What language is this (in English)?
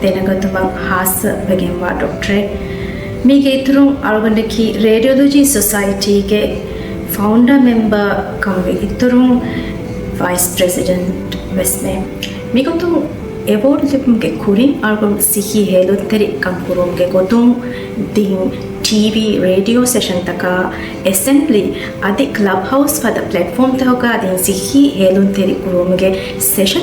Divehi